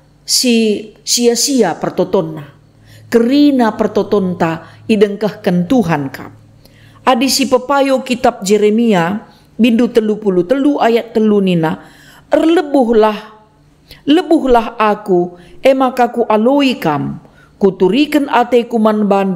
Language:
Batak Karo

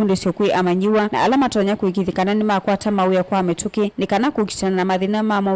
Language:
Kamba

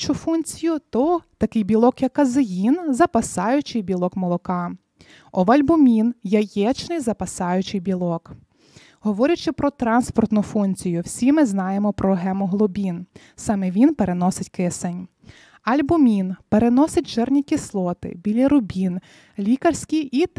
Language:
Ukrainian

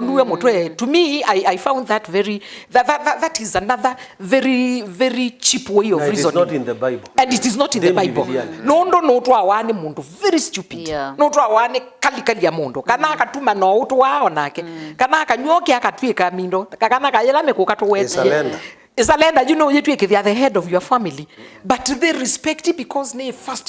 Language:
Kamba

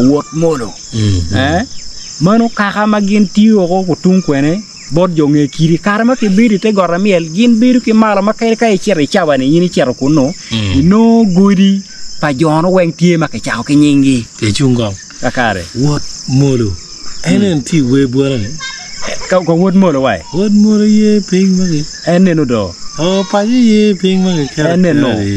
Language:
Acoli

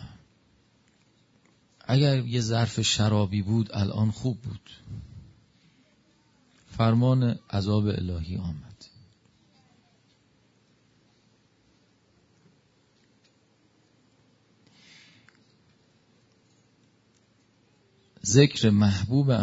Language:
Persian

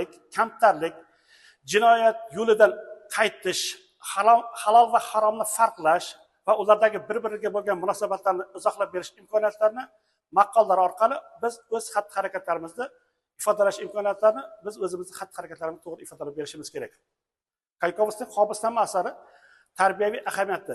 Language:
Uzbek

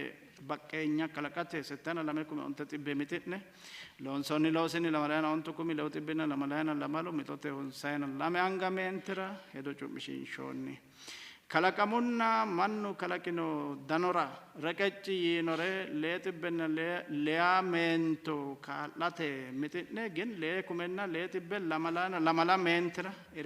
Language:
Sidamo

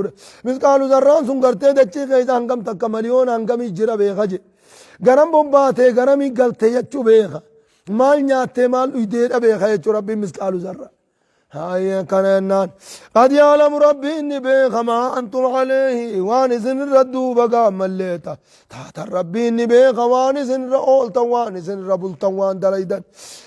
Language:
Oromo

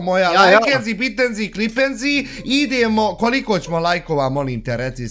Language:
Bosnian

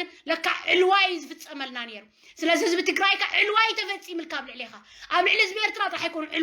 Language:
Tigrinya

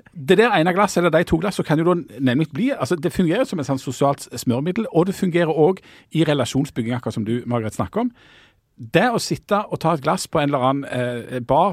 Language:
Norwegian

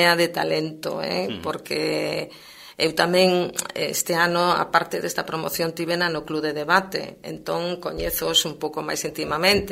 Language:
Galician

